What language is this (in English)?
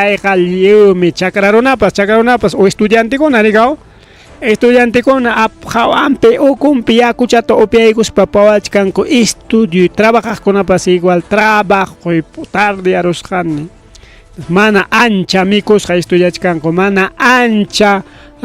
Ayacucho Quechua